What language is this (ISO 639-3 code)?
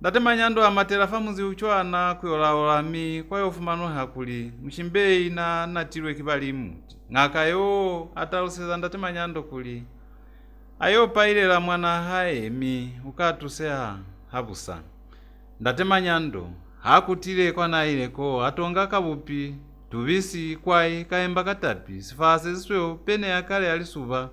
loz